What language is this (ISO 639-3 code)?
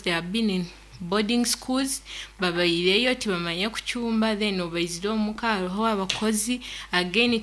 nyn